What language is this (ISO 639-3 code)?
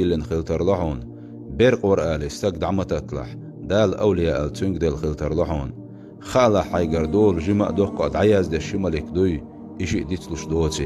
che